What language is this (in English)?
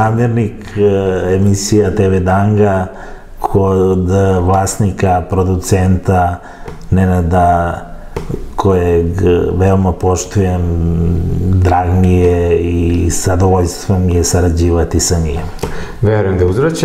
Serbian